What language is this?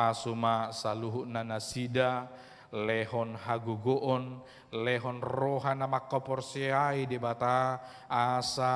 Batak Toba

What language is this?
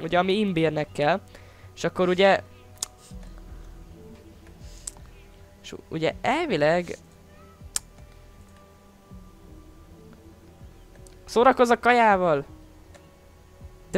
Hungarian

